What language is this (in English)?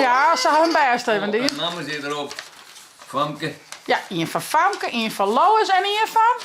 Western Frisian